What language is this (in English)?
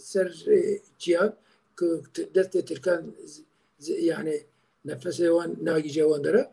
Kurdish